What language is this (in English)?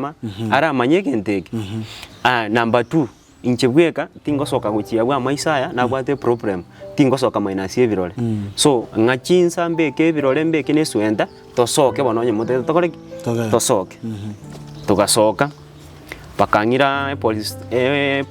Gusii